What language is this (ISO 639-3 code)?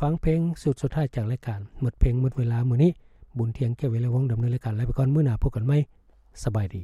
lao